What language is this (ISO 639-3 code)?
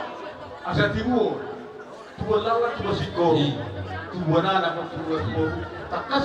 bbc